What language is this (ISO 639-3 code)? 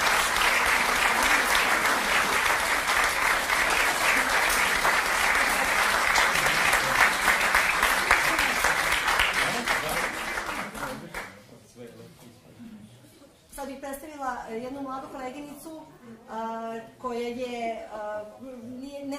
srp